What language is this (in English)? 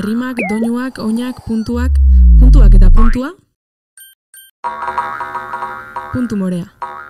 Basque